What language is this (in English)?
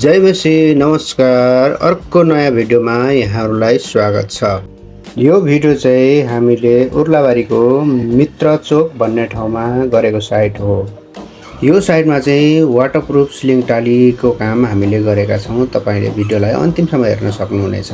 Nepali